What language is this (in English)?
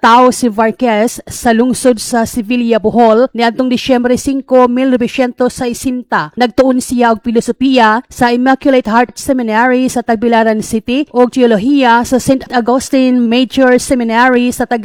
Cebuano